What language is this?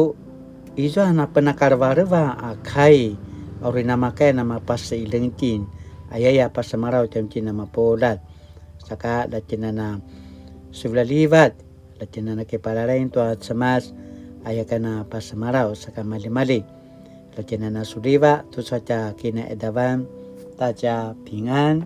Paiwan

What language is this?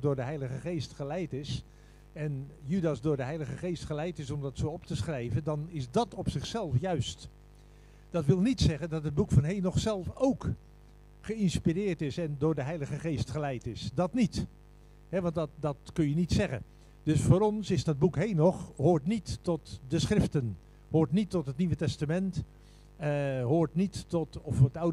Dutch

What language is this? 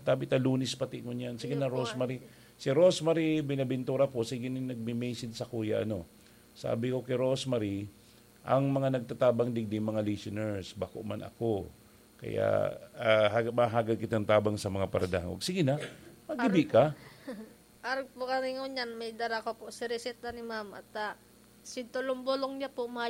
Bikol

